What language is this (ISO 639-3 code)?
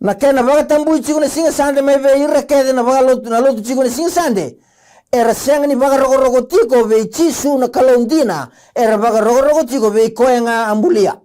fij